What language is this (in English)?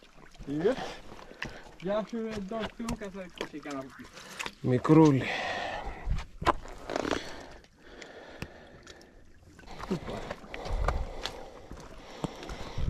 Greek